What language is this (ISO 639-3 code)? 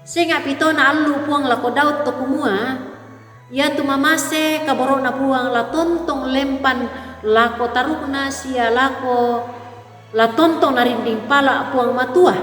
sda